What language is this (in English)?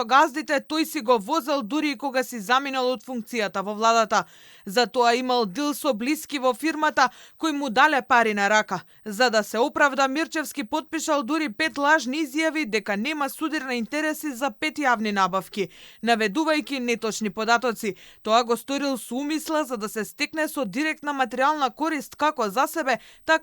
Macedonian